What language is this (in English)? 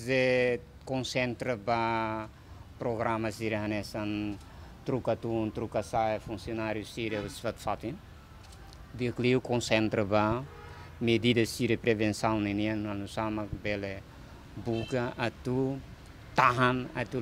Tetum